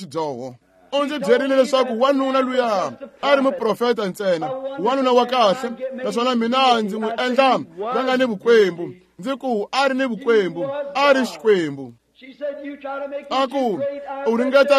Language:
Tsonga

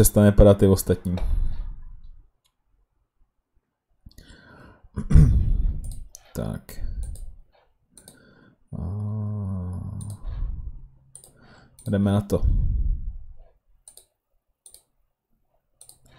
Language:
Czech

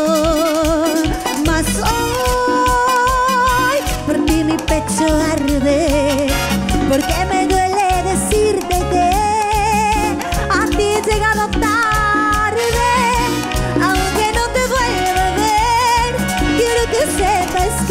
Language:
Spanish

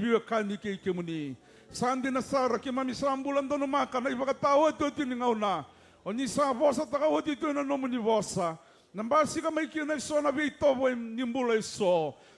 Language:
Fijian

